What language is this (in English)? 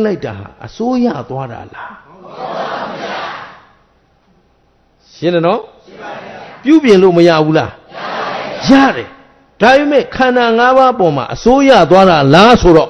Burmese